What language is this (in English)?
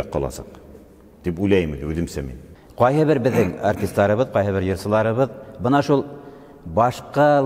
Bashkir